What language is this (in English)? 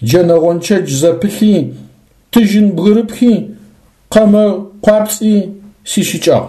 Adyghe